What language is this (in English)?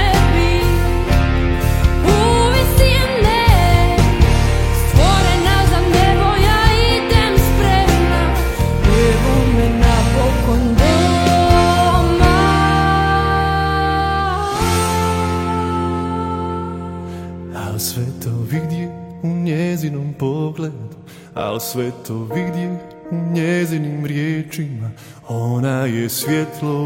Croatian